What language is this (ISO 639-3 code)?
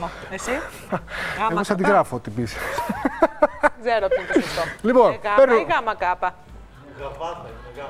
ell